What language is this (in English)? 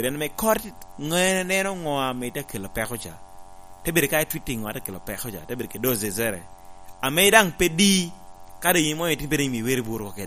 Lango (Uganda)